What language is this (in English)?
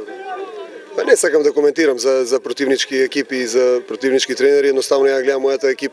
Macedonian